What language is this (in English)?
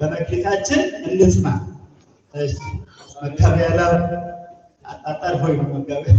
Amharic